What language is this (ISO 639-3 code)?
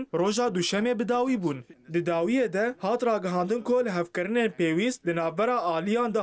kur